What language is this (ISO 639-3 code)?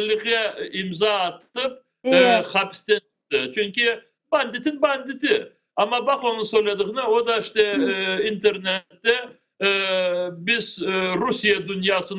crh